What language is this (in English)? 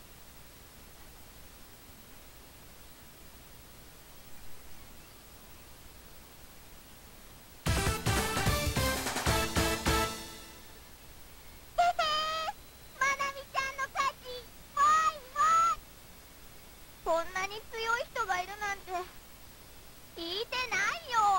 Japanese